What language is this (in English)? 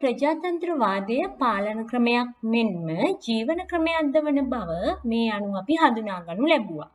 Sinhala